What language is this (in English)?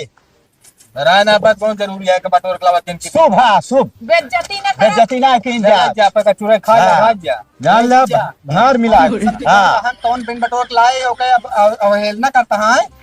Awadhi